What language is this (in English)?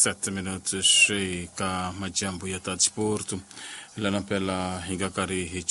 Tsonga